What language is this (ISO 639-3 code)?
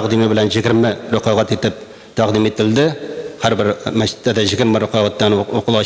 tat